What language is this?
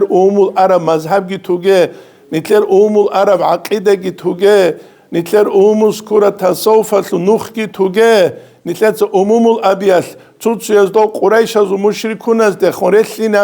Avaric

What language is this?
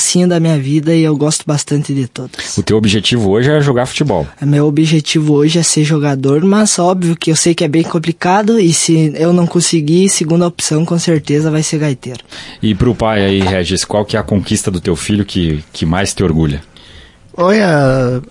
Portuguese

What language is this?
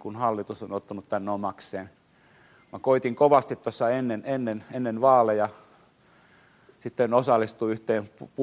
Finnish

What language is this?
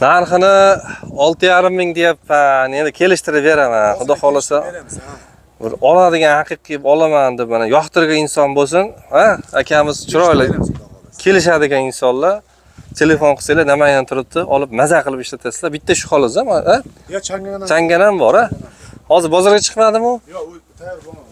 Uzbek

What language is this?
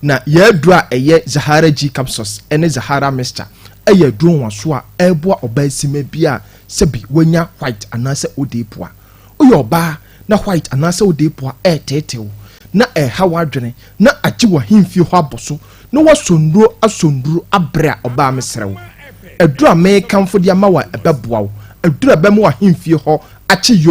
Akan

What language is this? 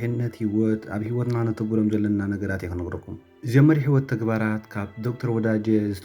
Tigrinya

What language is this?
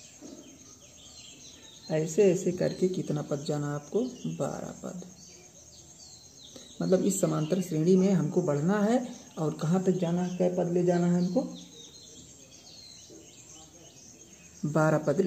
Hindi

